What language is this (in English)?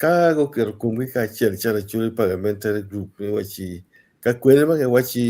Acoli